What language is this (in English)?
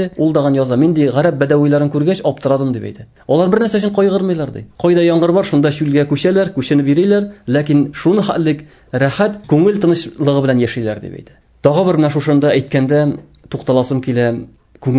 Tatar